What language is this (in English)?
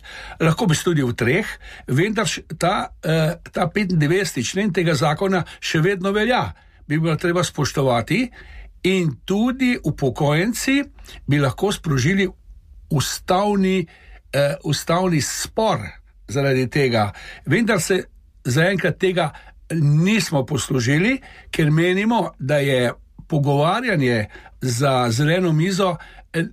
Slovenian